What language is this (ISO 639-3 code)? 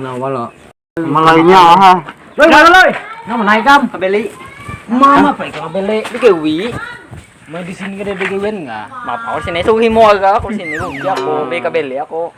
bjn